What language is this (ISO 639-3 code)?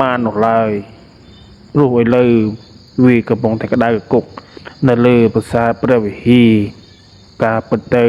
khm